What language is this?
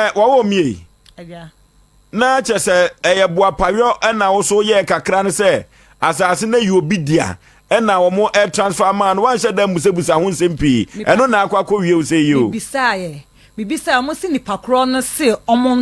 Akan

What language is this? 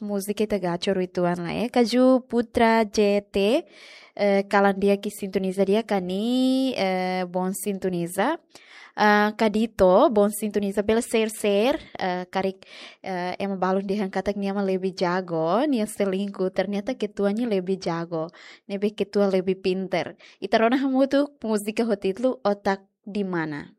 Tetum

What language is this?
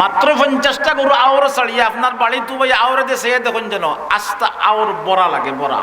Sylheti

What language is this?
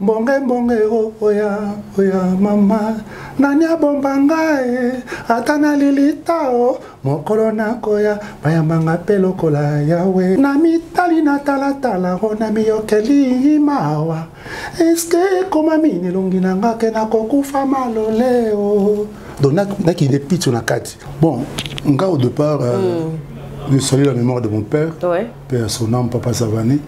Lingala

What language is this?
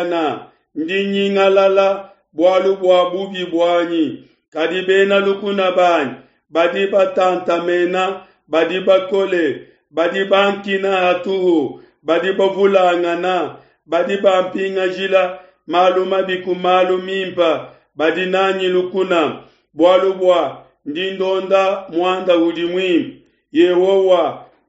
Luba-Lulua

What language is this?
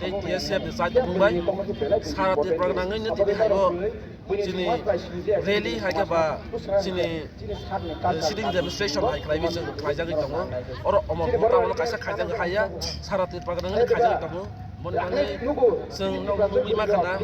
Riang (India)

